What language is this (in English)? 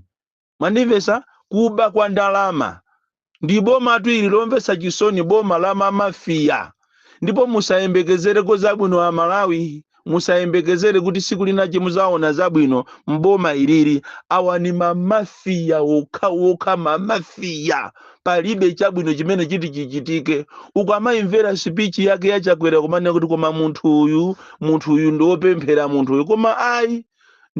Nyanja